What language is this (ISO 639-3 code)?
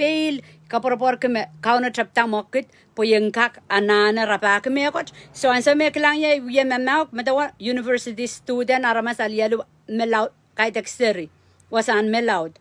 pon